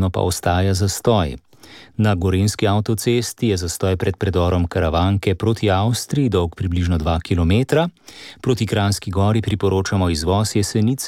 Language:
Slovenian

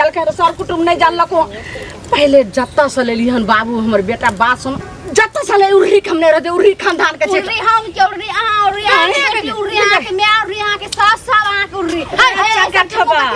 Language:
Maithili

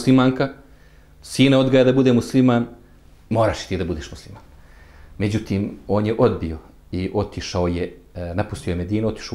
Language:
Bosnian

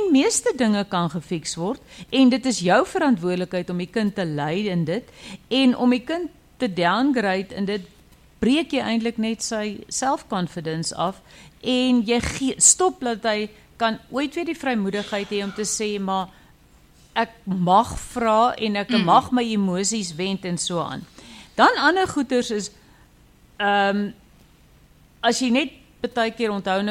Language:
Afrikaans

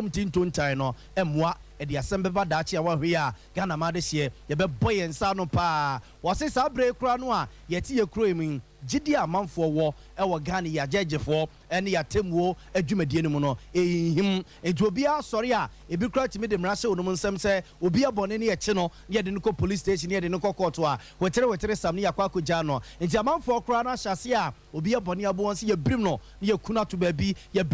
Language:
Akan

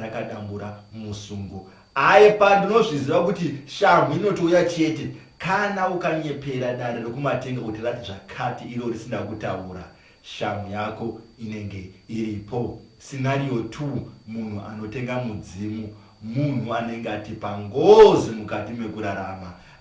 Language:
Shona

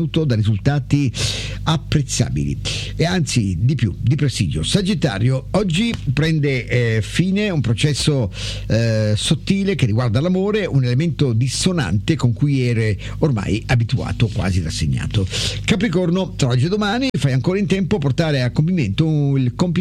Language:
Italian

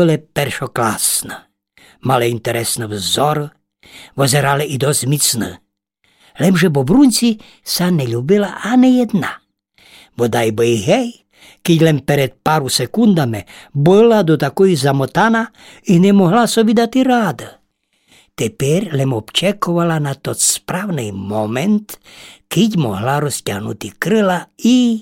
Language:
Rusyn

